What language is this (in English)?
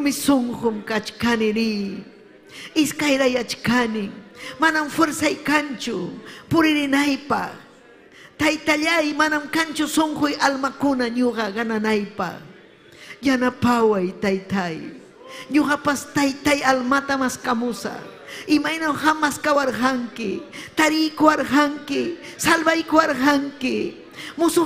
Ayacucho Quechua